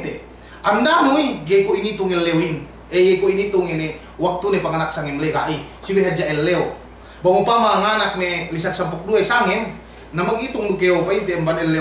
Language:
Yakan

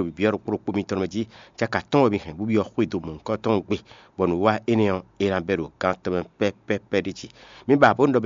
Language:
Fon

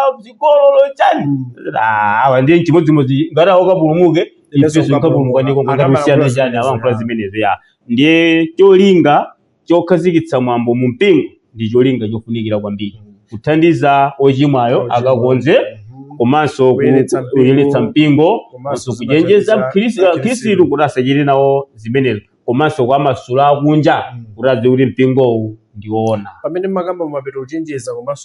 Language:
Nyanja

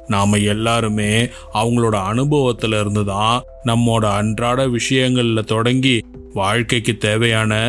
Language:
Tamil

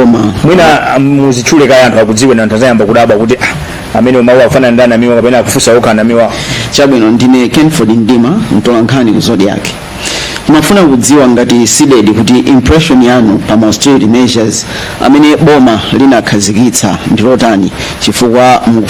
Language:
Nyanja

